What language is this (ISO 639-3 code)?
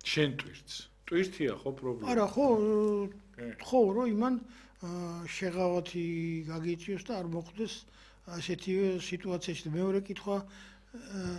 kat